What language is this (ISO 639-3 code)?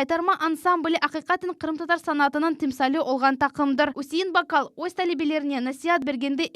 crh